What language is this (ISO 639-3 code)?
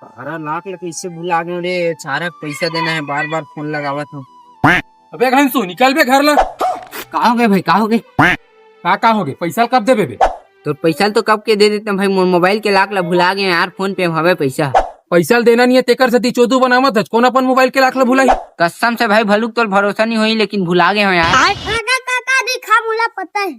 hne